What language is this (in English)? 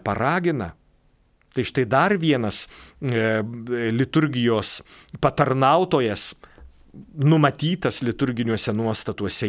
Lithuanian